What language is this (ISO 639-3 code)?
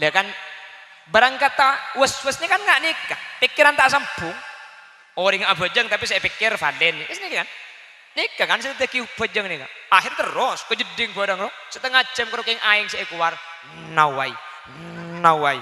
mad